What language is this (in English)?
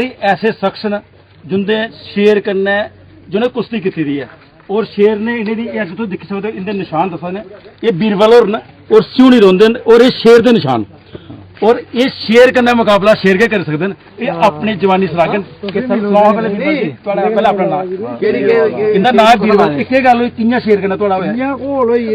Dogri